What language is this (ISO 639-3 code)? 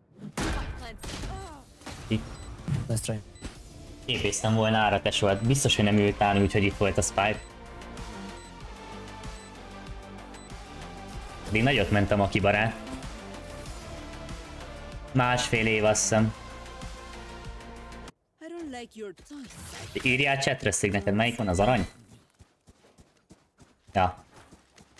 hun